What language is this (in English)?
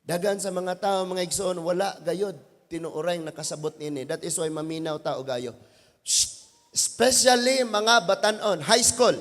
Cebuano